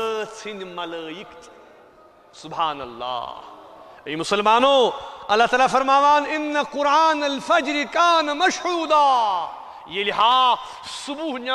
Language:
Kashmiri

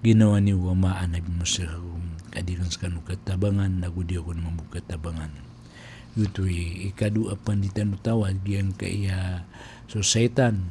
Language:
Maranao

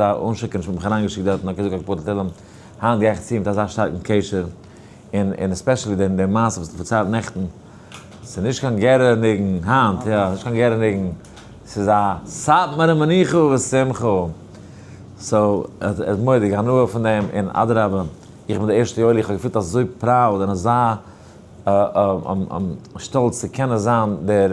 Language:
Yiddish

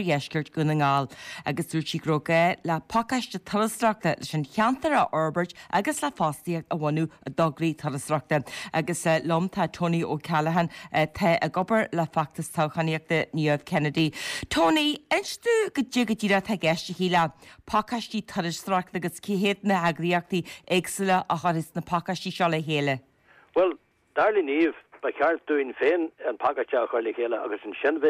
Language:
Irish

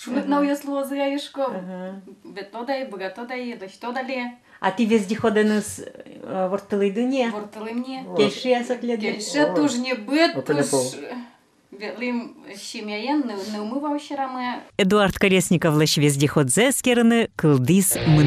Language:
Udmurt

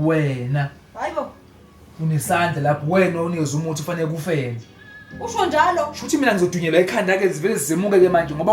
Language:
Zulu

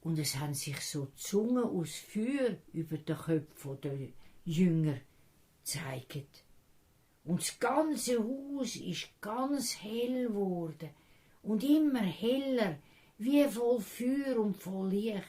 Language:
Swiss German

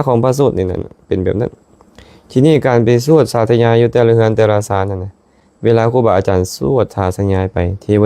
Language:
Lao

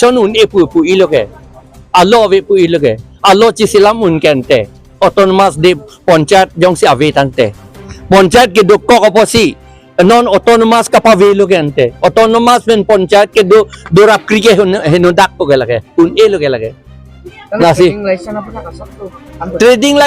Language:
Karbi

